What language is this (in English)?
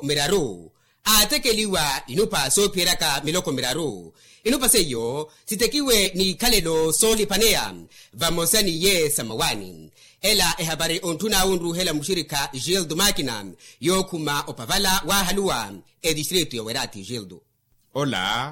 Makhuwa